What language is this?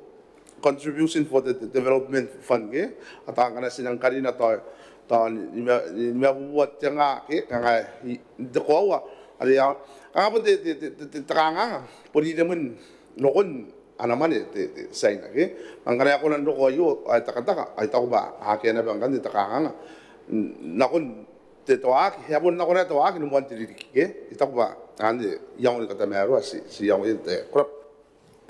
Gilbertese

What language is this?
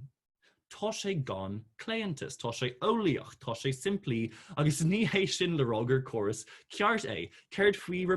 Irish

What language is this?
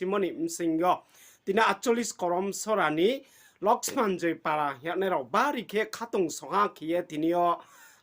Riang (India)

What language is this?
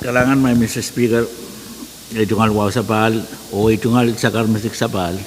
Pohnpeian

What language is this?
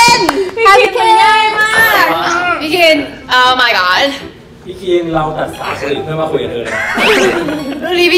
Thai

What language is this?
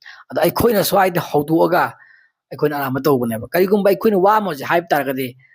Manipuri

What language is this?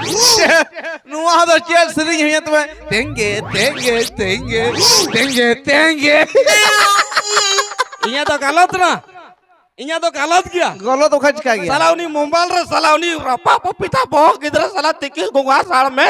Santali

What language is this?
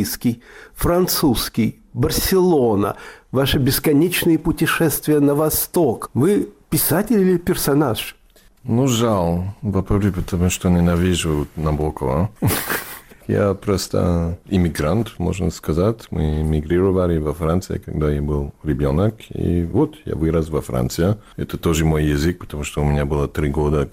Russian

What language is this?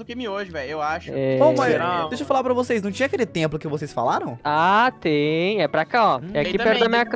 Portuguese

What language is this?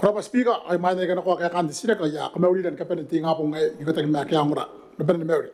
Gilbertese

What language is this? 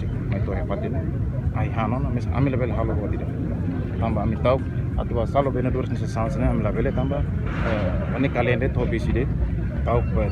Tetum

